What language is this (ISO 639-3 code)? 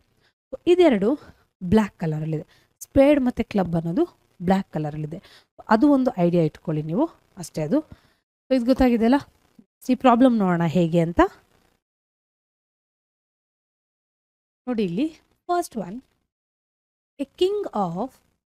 kan